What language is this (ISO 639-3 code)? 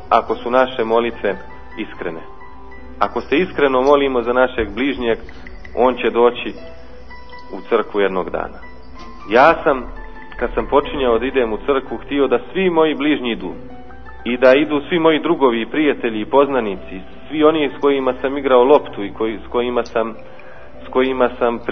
srp